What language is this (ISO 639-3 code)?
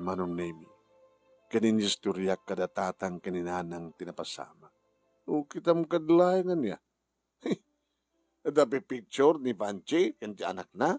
ilo